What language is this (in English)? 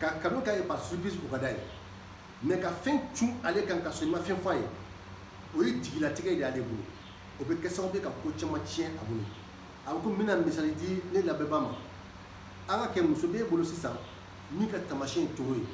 Bambara